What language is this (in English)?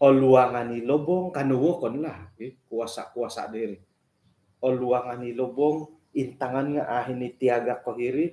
Central Dusun